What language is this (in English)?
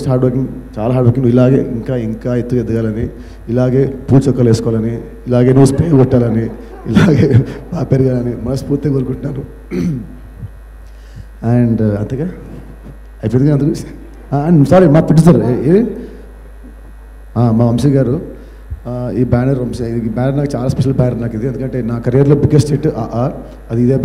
Telugu